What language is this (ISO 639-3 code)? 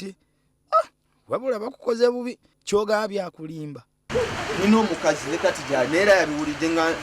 lug